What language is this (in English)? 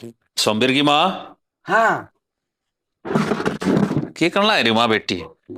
Haryanvi